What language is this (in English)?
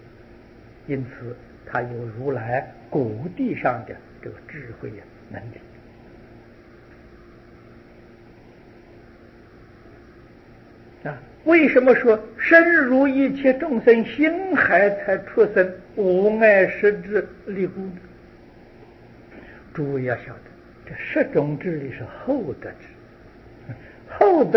Chinese